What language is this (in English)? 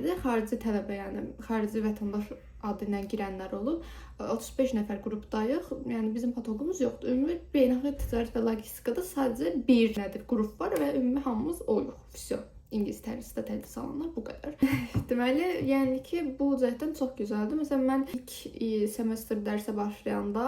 Azerbaijani